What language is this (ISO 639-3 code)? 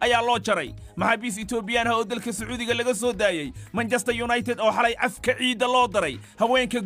som